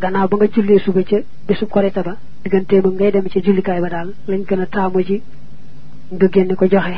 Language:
Wolof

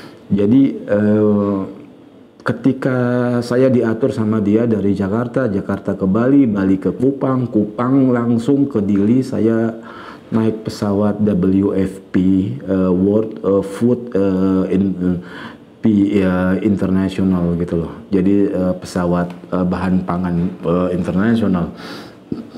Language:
Indonesian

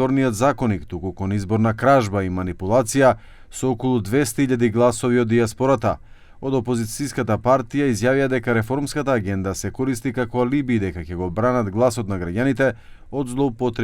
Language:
Macedonian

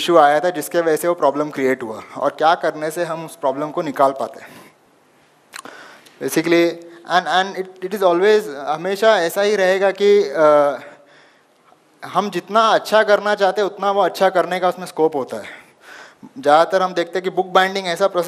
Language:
Hindi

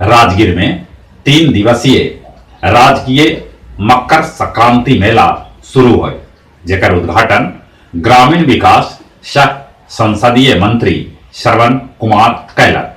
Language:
Magahi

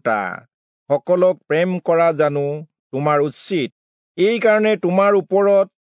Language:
Assamese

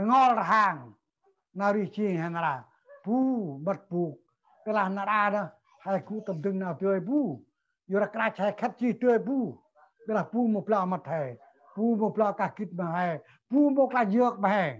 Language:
Central Mnong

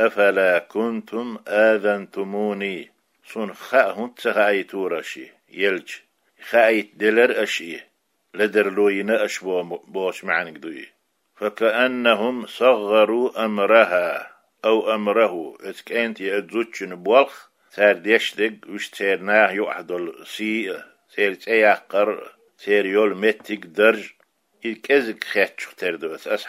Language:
Chechen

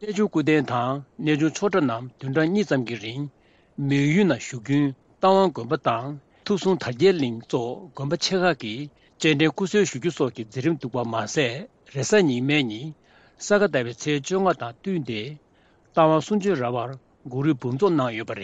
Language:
Tibetan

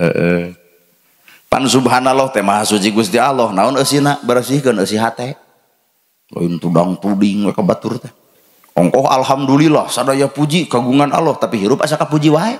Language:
Sundanese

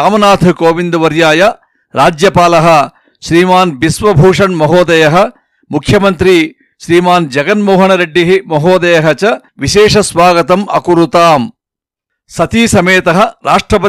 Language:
Sanskrit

